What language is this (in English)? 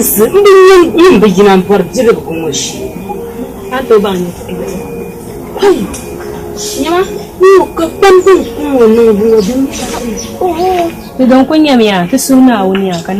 Dagbani